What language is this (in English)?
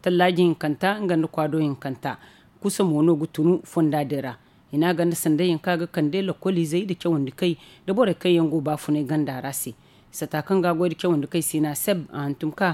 Zarma